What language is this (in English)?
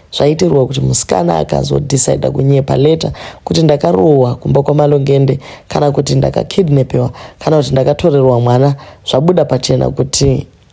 Shona